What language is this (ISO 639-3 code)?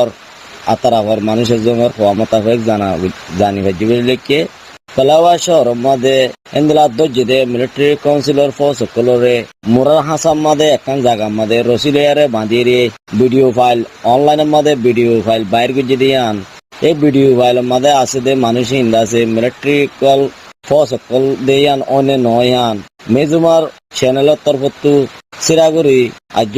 rhg